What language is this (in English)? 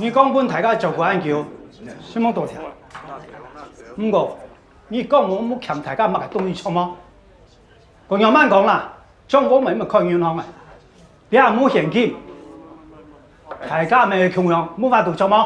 Hakka Chinese